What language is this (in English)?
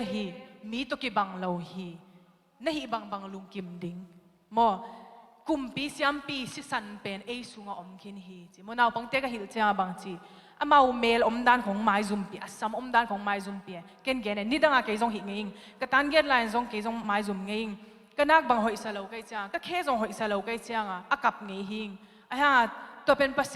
Tedim Chin